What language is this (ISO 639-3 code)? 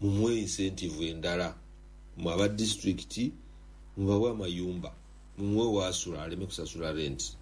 lug